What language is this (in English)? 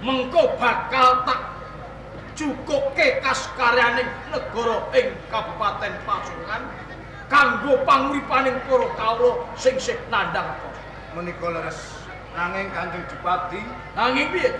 Javanese